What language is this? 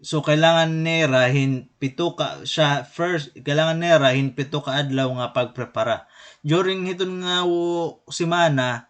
Waray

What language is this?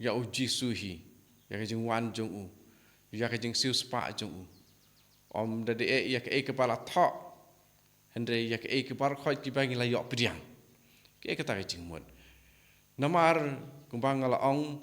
Khasi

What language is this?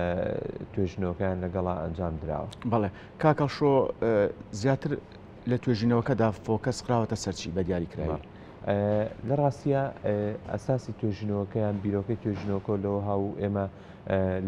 Central Kurdish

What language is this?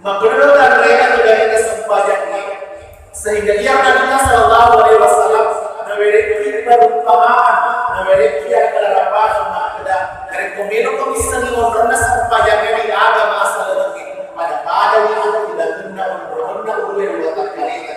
Buginese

